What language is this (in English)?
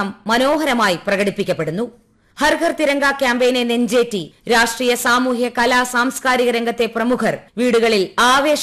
Malayalam